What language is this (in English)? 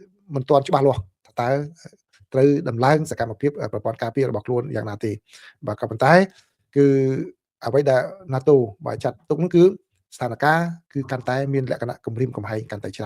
Khmer